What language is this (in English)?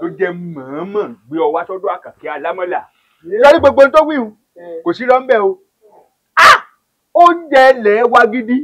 Yoruba